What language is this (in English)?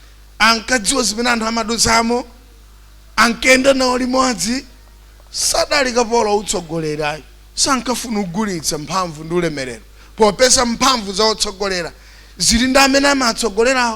Nyanja